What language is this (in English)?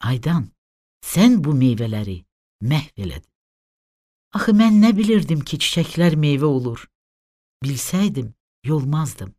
Azerbaijani